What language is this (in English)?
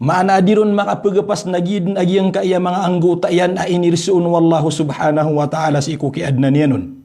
Maranao